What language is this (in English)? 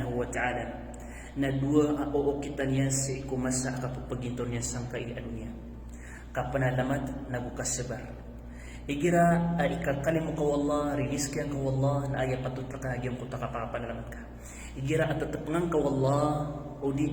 Maranao